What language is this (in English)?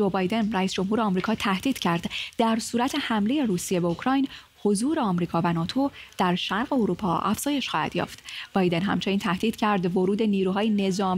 Persian